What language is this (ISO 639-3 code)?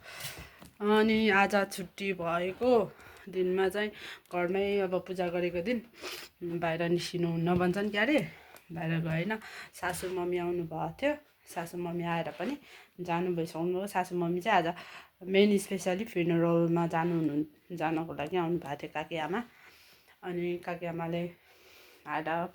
nep